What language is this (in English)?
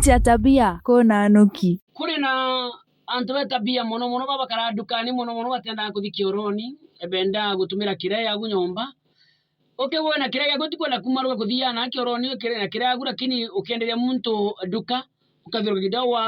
Meru